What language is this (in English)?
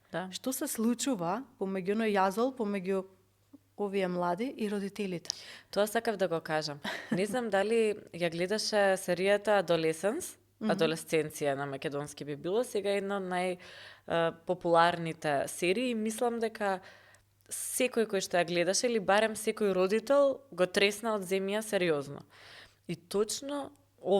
Macedonian